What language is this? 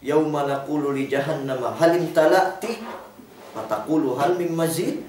Yakan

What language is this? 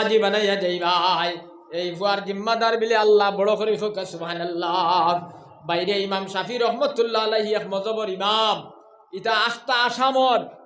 Sylheti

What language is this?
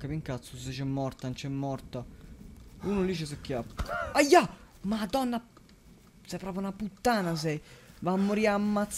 Italian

